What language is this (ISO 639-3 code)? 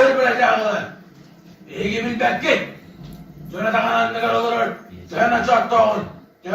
sah